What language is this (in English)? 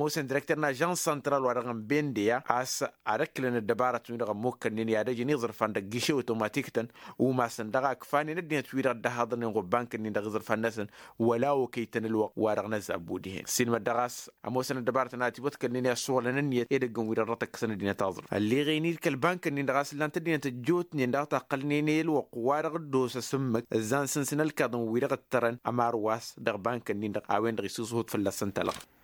Tamasheq